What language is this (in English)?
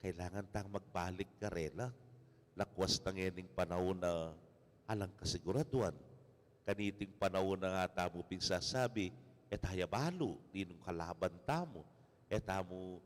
Pampanga